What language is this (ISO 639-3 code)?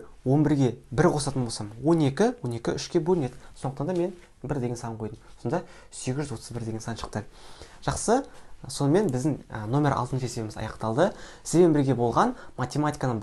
kaz